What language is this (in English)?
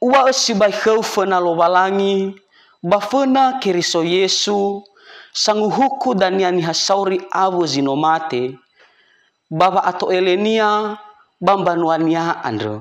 Nias